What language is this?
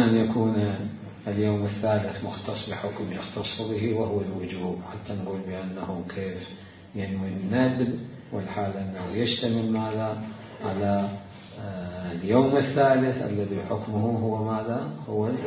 Mesopotamian Arabic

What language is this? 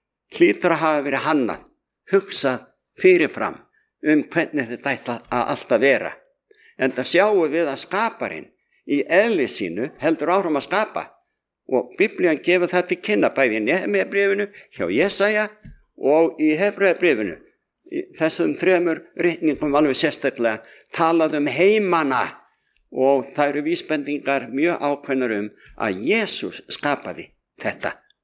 Icelandic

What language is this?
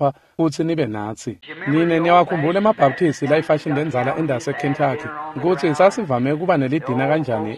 Swati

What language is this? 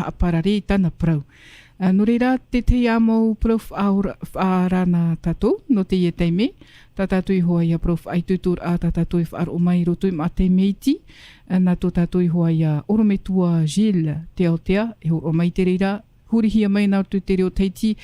Tahitian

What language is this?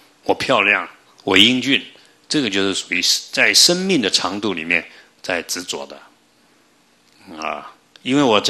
Chinese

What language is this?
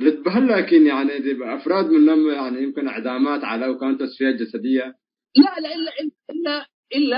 Tigre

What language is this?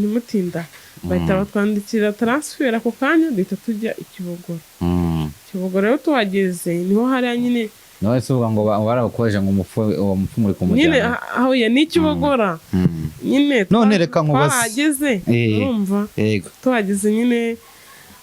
Kinyarwanda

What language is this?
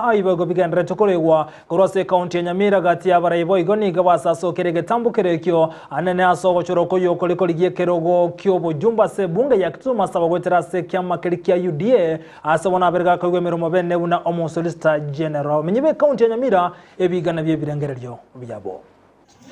Gusii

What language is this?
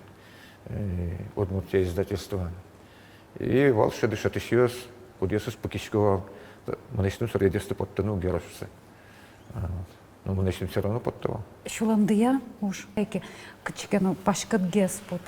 Udmurt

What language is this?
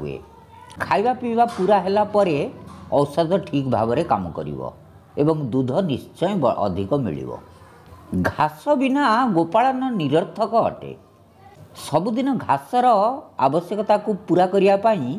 Odia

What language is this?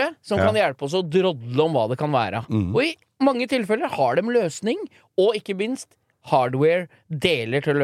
Norwegian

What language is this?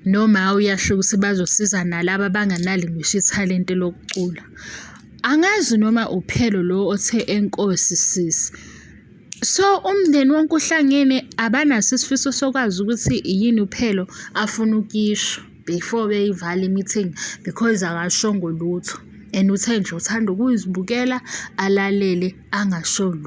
Zulu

